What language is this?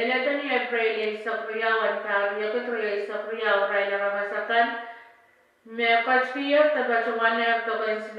Pohnpeian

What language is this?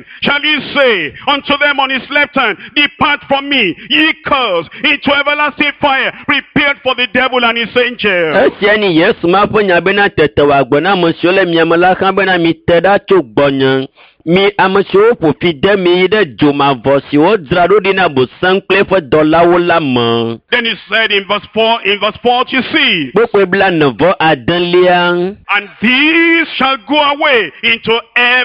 Ewe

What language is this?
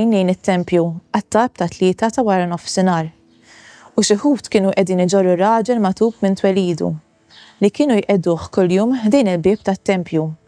Maltese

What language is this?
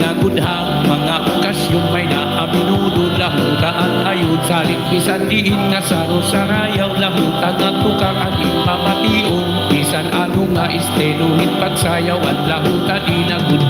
Waray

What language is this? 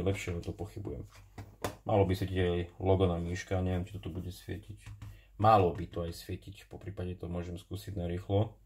Slovak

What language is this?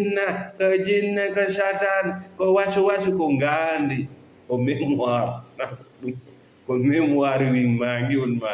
Fula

